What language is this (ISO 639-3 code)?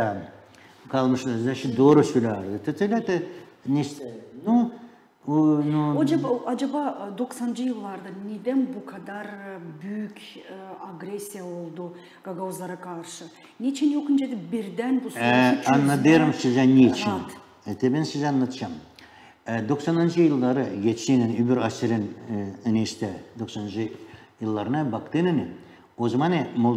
gag